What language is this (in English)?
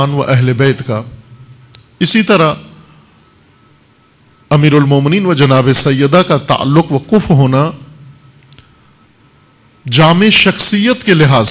Urdu